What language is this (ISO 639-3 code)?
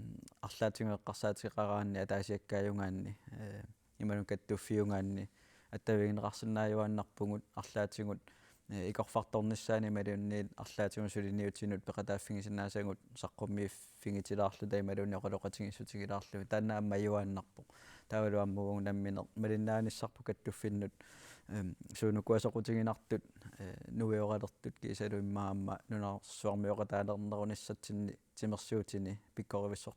kal